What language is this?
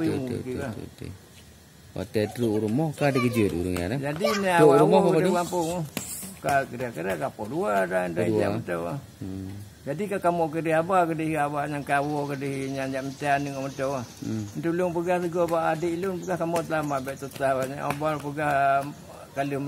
Achinese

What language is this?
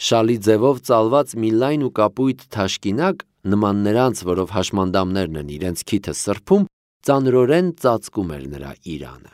Armenian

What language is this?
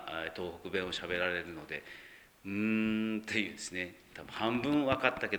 Japanese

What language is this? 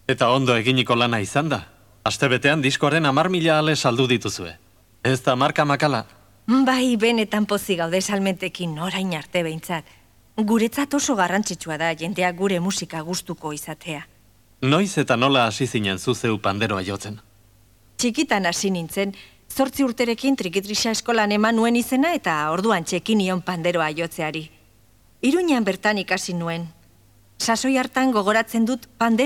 Basque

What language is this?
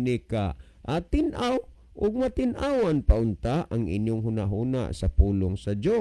Cebuano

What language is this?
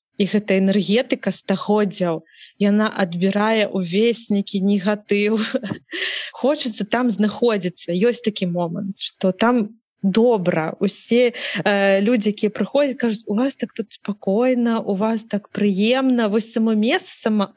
Belarusian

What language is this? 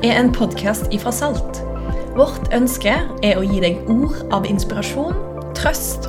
Norwegian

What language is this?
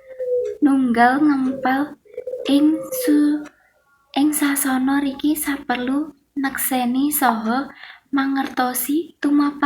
Javanese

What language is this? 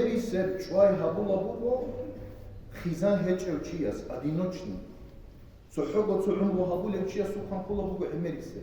Avaric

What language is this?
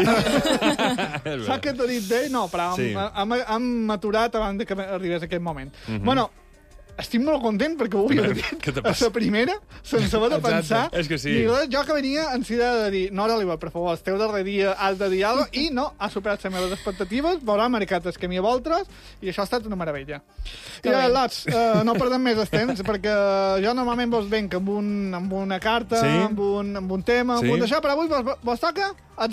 Catalan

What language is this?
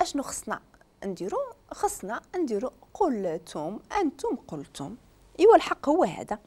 Moroccan Arabic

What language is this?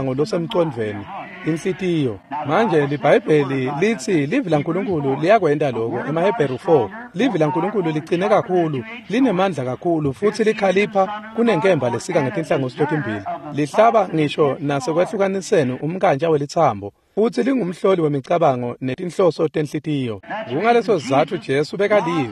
Swati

